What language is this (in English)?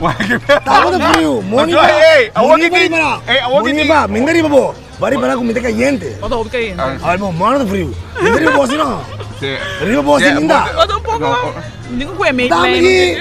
Papiamento